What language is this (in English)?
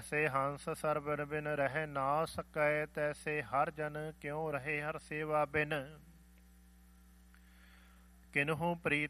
Punjabi